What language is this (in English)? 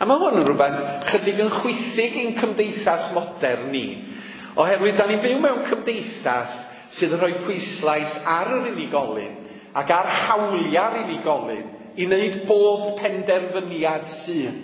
Welsh